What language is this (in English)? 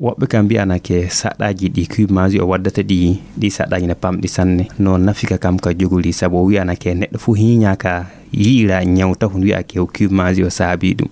Fula